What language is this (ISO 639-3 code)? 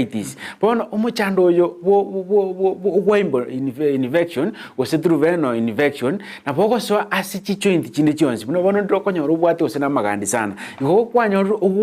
guz